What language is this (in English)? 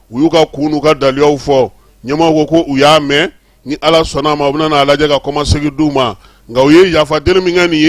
Bambara